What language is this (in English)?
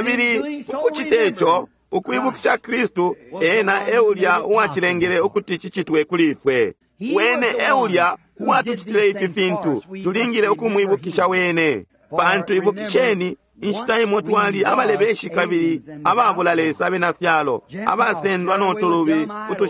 Bemba